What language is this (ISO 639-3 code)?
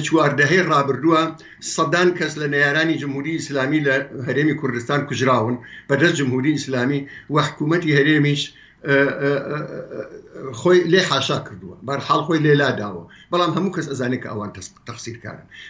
ckb